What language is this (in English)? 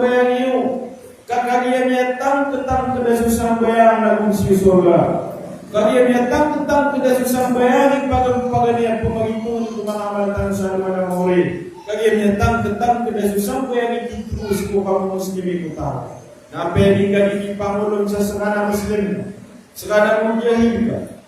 Maranao